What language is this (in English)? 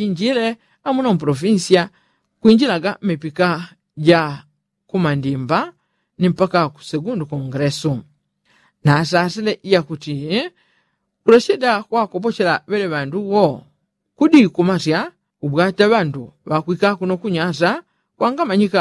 Yao